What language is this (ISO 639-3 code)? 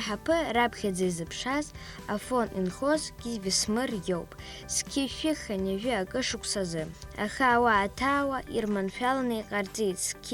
abk